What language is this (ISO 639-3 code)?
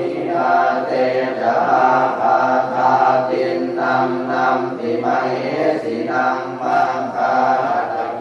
pli